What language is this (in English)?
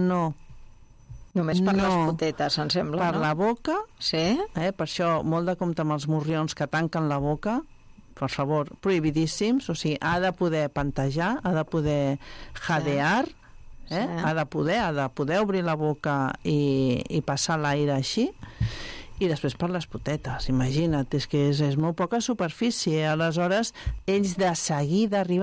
Catalan